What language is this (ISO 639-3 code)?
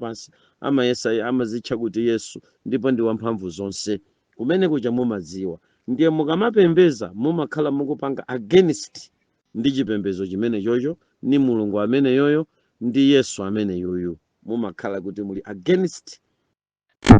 nya